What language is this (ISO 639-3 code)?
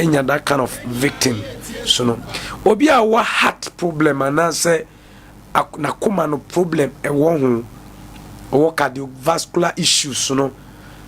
aka